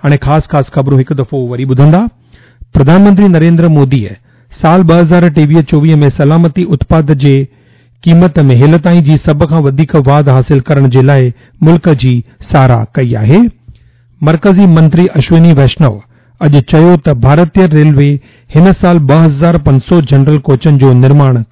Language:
Sindhi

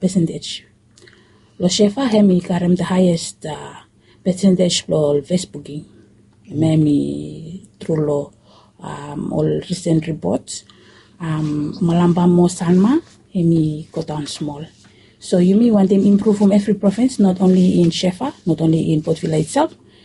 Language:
Bislama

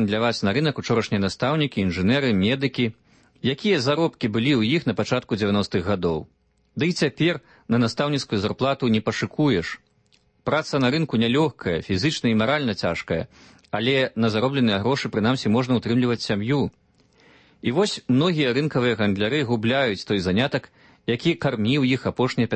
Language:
Belarusian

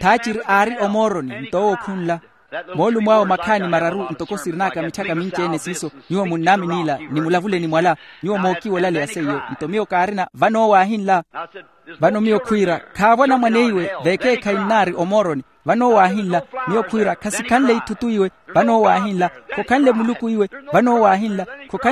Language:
Makhuwa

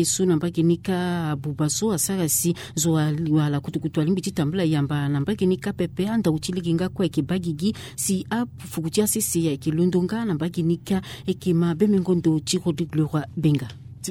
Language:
Sango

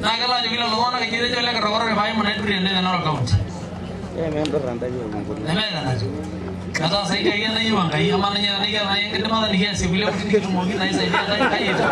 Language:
Masai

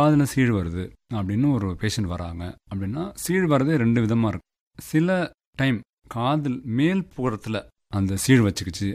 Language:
Tamil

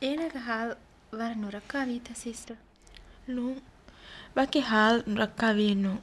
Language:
Divehi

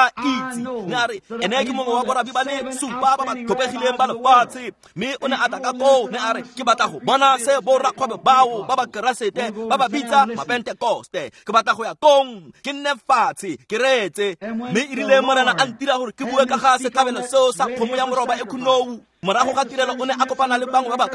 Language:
Tswana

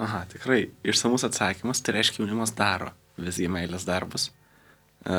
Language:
Lithuanian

